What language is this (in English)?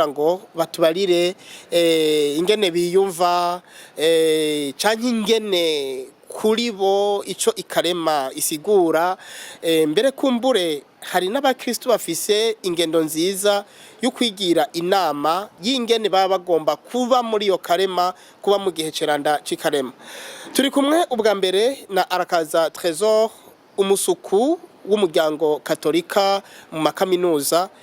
Rundi